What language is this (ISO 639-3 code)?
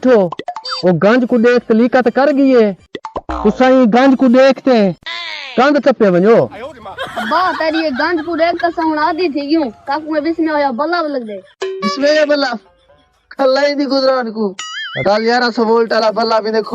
skr